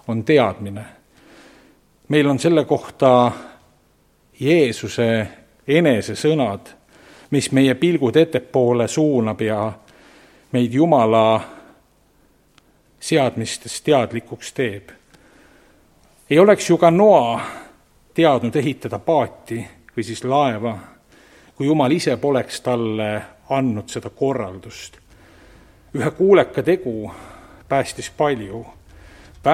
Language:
Estonian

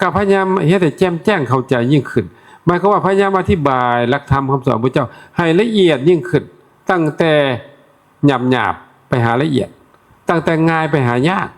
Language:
Northeastern Thai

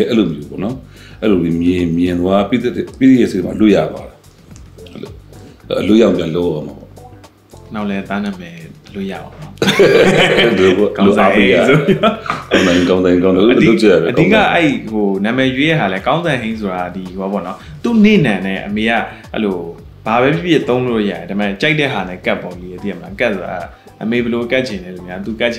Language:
Burmese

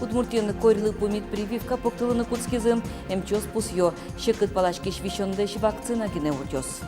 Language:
Udmurt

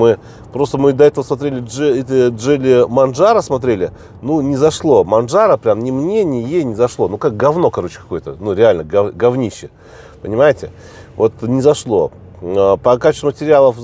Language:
Russian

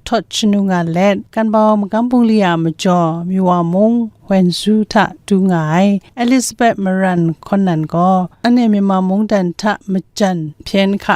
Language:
Kachin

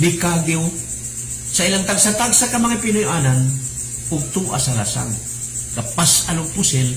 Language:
Cebuano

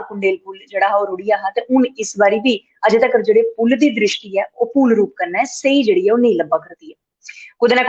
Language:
Dogri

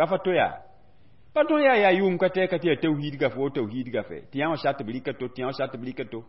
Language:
Mossi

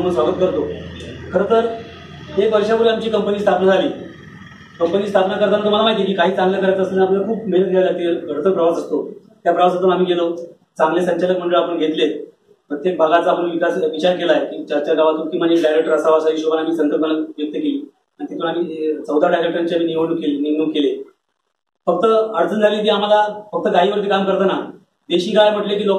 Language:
Marathi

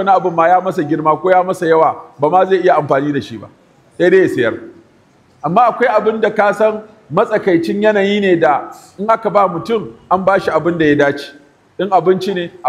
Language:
Hausa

